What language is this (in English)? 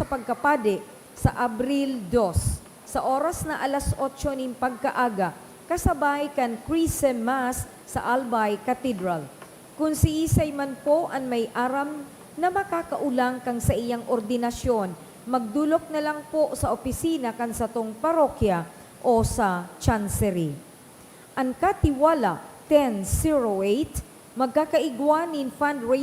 Bikol